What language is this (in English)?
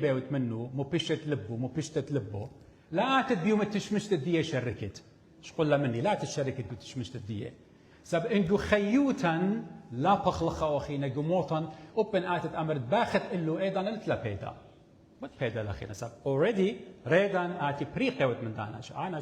Assyrian Neo-Aramaic